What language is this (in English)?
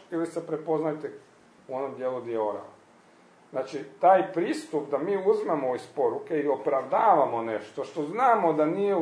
Croatian